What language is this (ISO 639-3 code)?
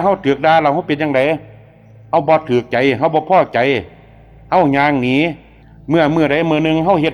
lao